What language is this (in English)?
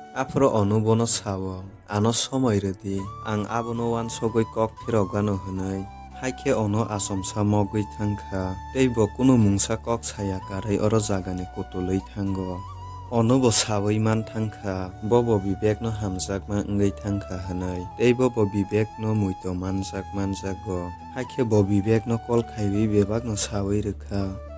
Kok Borok